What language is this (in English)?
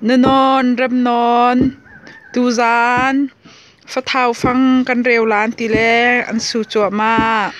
Hakha Chin